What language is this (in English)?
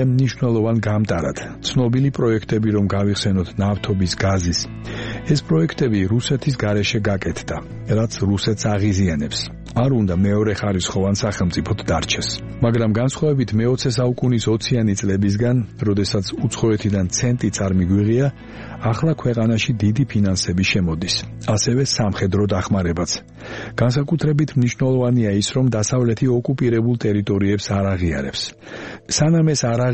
Georgian